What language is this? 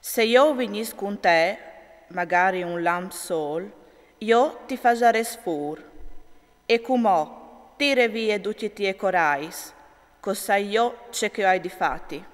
Friulian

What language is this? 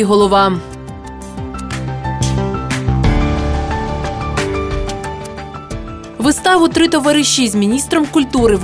Ukrainian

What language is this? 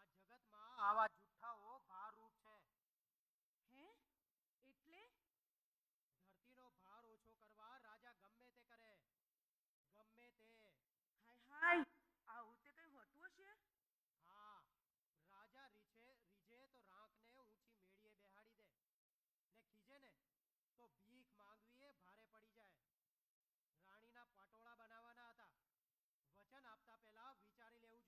Gujarati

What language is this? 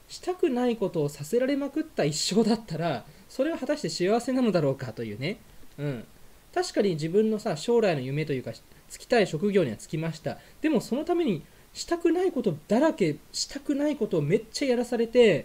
Japanese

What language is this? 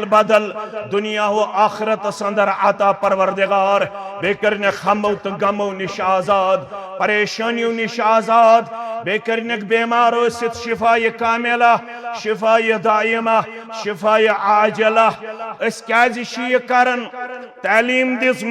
Kashmiri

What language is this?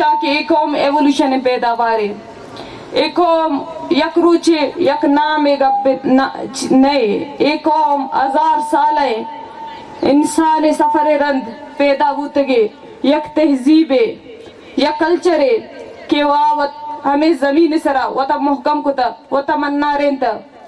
Baluchi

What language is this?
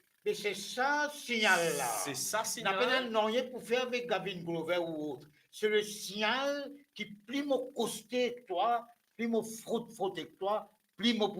Morisyen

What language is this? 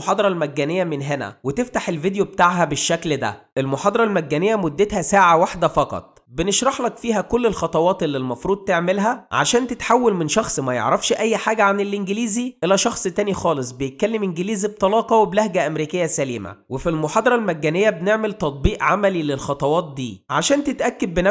Egyptian Arabic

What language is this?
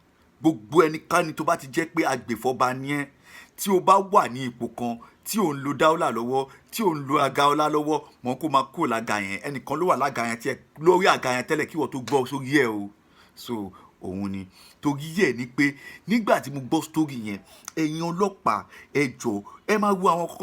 Yoruba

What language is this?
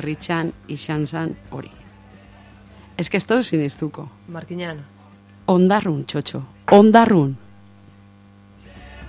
Basque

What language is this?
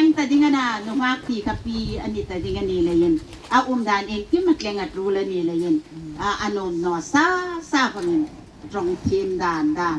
Hmar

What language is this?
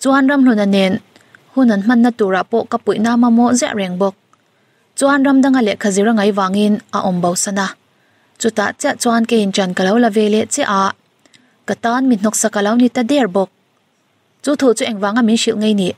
Mizo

